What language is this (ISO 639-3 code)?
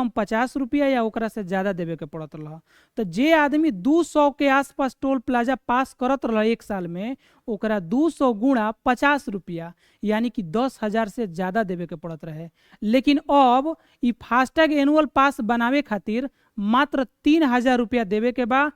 bho